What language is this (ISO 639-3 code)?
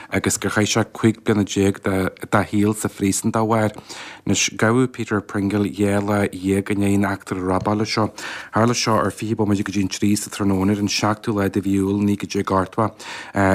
gle